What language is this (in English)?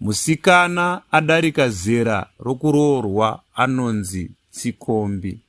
Shona